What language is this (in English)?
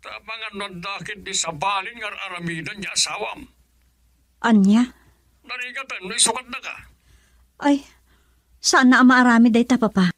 Iloko